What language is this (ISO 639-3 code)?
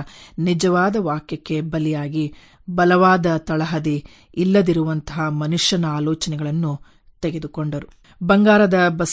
kan